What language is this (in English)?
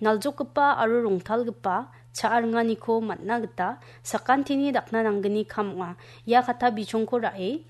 Garo